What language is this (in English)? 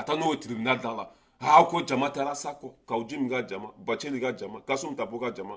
Bambara